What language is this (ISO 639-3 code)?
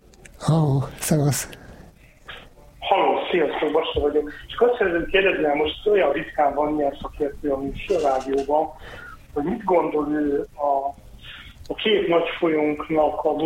hun